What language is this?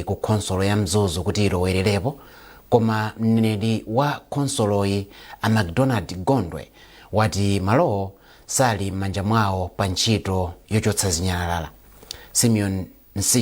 Nyanja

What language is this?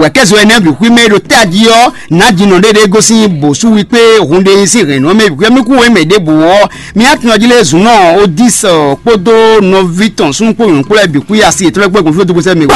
Fon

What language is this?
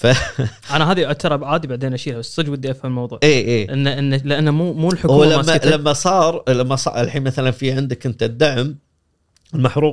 Gulf Arabic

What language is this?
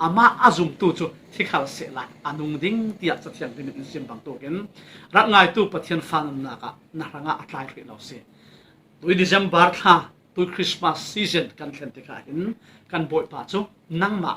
Falam Chin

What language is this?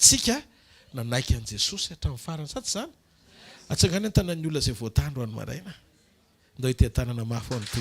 Malagasy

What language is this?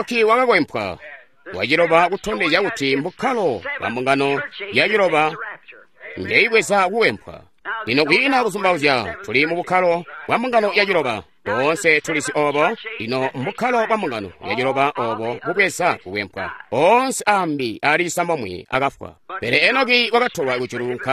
Tonga (Zambia)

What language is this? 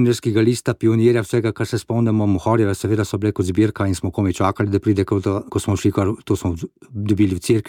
Slovenian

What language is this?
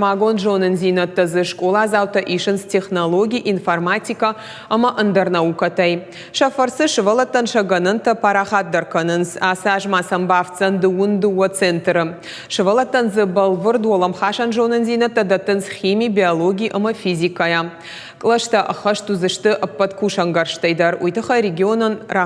Ossetic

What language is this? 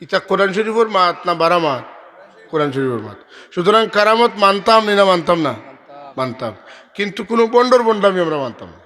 Sylheti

